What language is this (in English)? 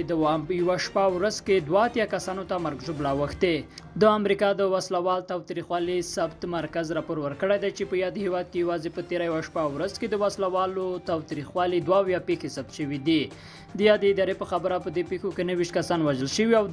Pashto